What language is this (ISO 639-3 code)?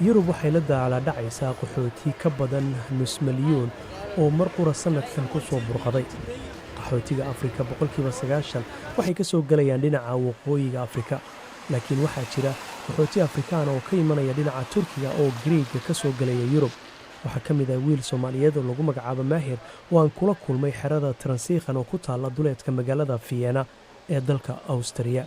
som